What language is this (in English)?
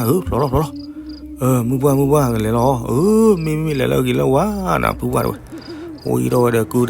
S'gaw Karen